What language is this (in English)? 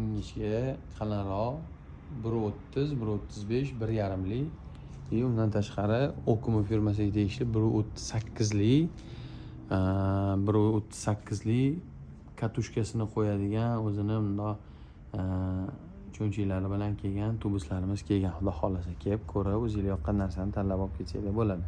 Uzbek